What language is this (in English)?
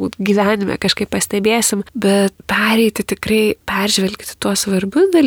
Lithuanian